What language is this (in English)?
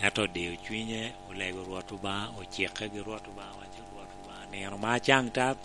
Lango (Uganda)